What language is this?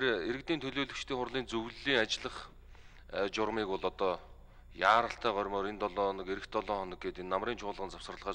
Mongolian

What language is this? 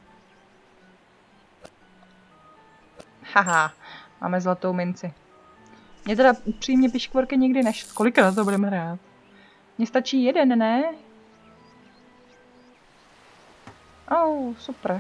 Czech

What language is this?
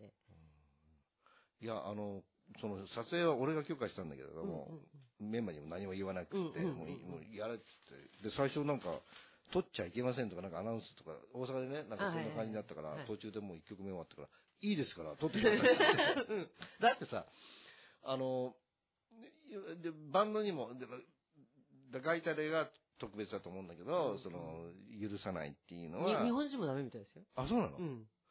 Japanese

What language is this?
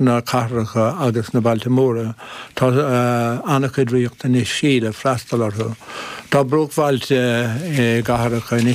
Irish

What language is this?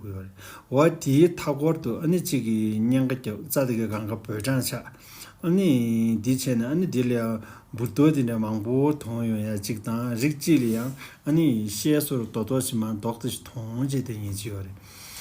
Tibetan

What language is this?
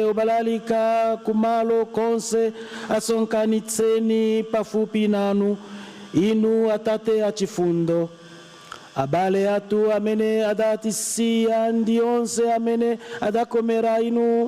Nyanja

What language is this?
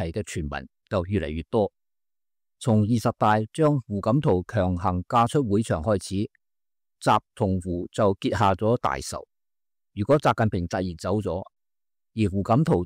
Cantonese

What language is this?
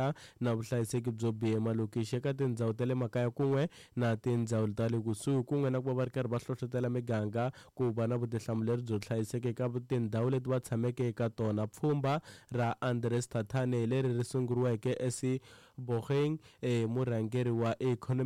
Tsonga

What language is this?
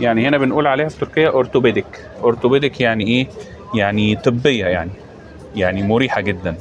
Egyptian Arabic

